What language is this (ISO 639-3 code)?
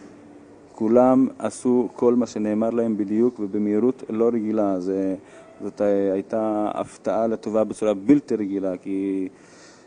heb